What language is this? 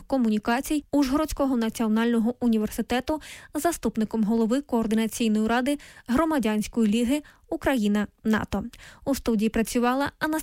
Ukrainian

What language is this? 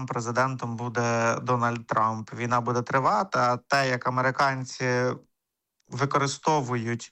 Ukrainian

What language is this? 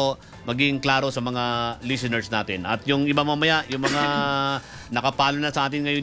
Filipino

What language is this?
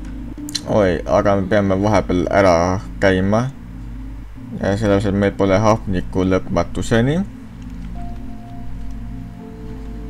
Estonian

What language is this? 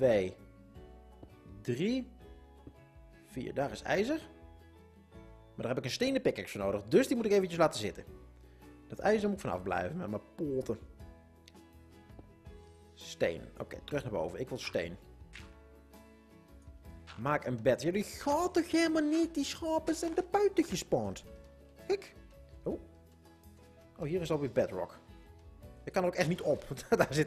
Dutch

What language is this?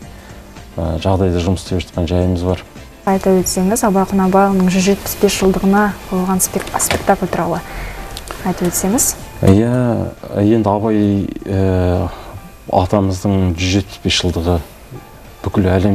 Kazakh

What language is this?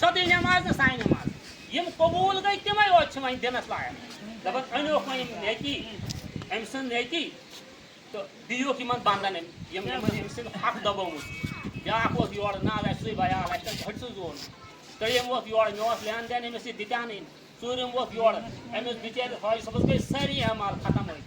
Kashmiri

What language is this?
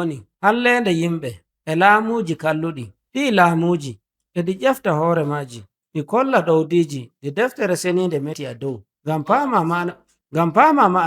Nigerian Fulfulde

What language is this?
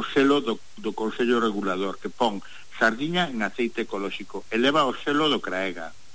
Galician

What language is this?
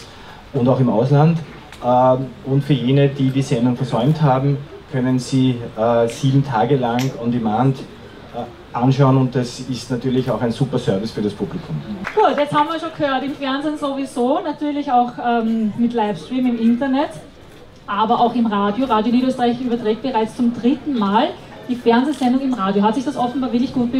German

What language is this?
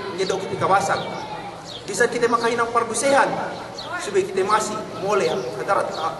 Yakan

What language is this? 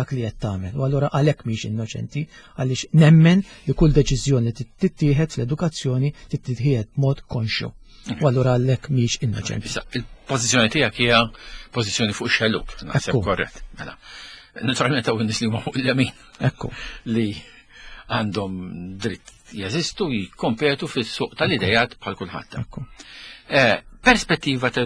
Maltese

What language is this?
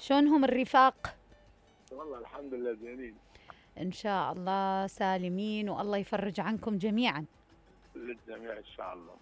Mesopotamian Arabic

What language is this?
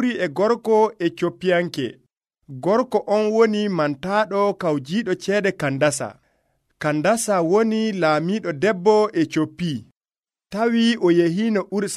Nigerian Fulfulde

